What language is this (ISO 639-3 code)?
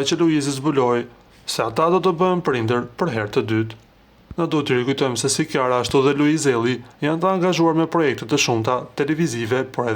sqi